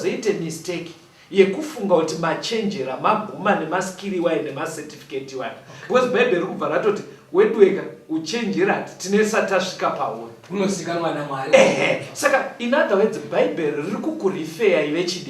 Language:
Shona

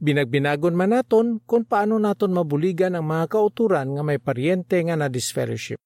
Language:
Hiligaynon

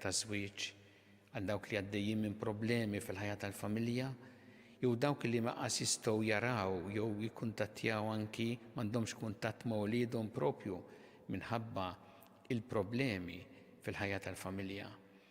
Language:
Maltese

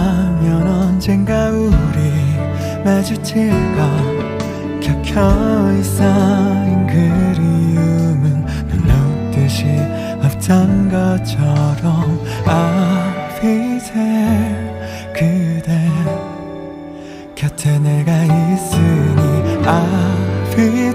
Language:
Korean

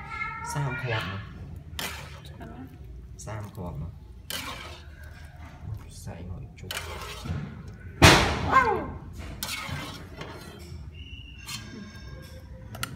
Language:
Vietnamese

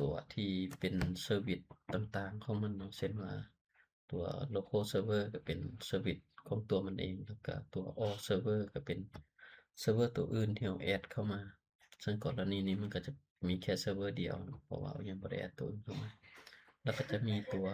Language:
Lao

